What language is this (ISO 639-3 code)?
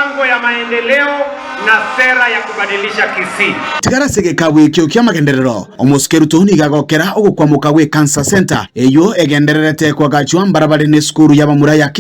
guz